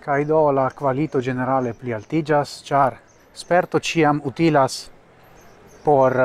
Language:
Esperanto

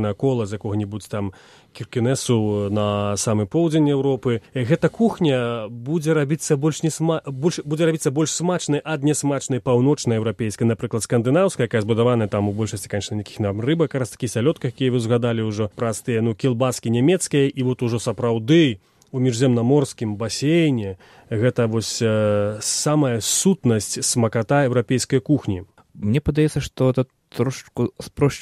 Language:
Belarusian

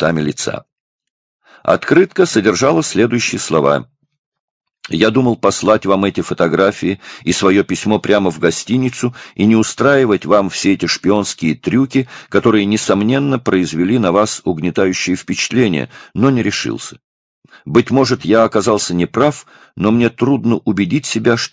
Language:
Russian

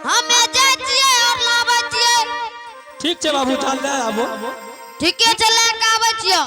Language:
Angika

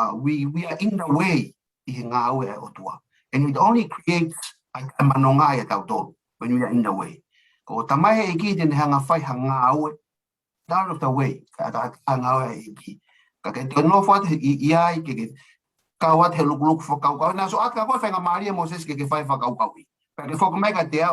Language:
Tongan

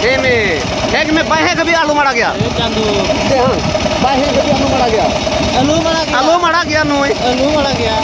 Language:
Santali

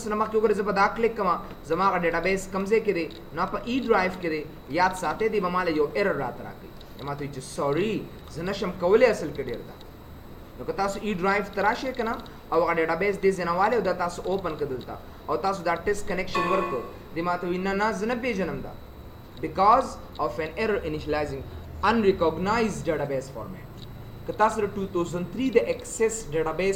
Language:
Pashto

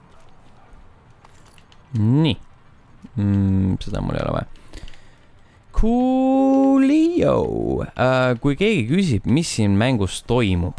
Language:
Estonian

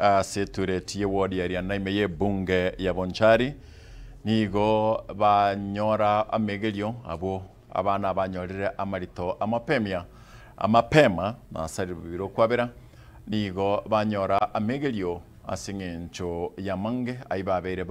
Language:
Gusii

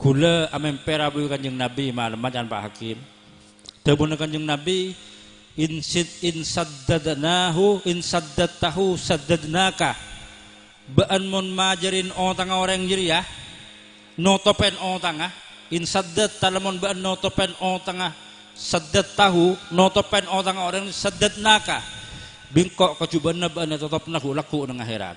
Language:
Madurese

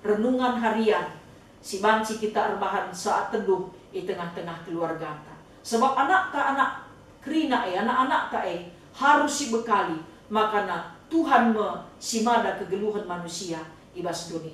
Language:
Batak Karo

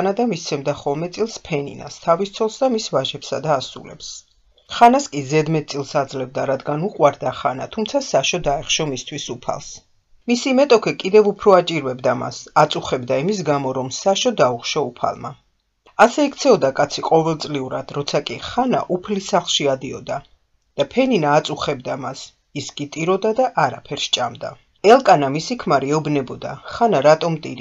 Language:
Georgian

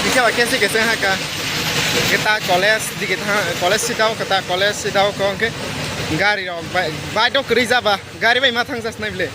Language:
Kok Borok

